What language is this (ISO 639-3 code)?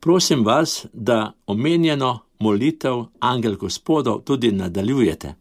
slv